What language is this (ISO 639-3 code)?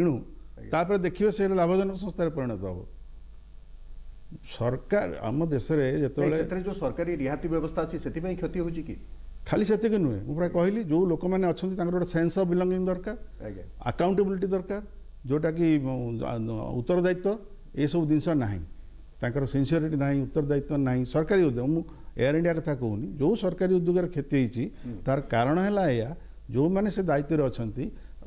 ori